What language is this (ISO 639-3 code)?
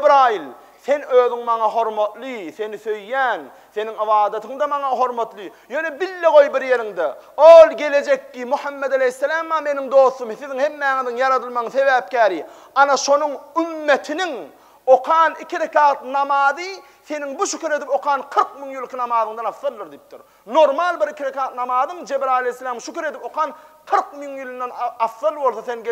tuk